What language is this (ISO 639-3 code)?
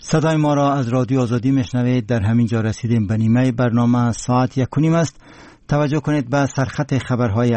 fas